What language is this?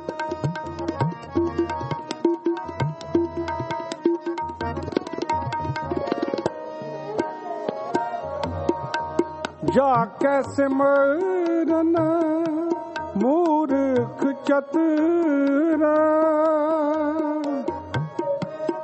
Punjabi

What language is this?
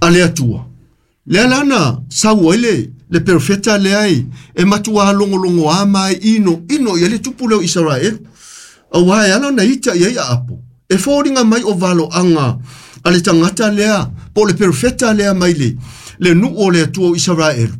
Samoan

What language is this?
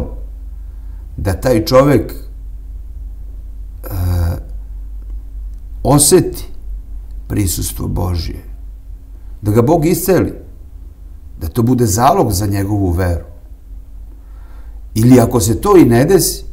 Serbian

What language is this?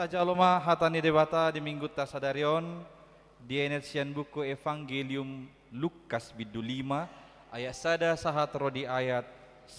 Batak Toba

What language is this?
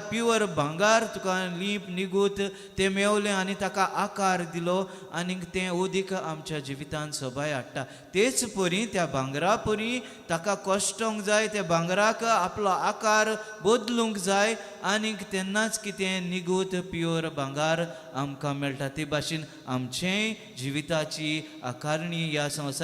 Konkani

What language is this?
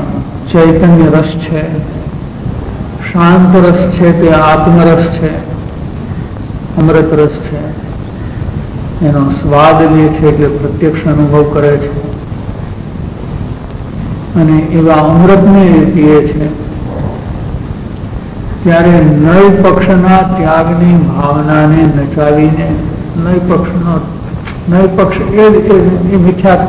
Gujarati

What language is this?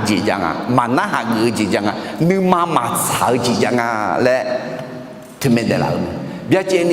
Akha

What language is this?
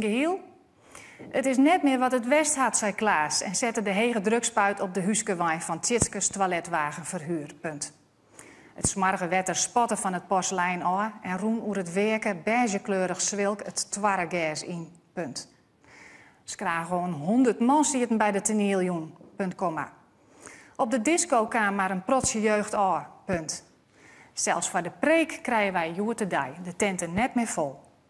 Western Frisian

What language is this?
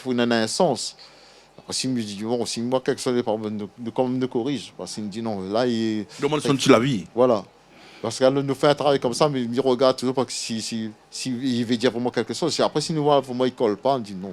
Réunion Creole French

